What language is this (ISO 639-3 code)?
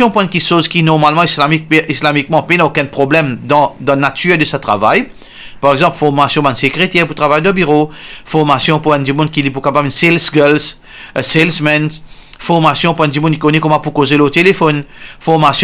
mfe